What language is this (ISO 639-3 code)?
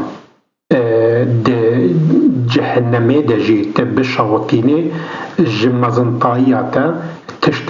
kur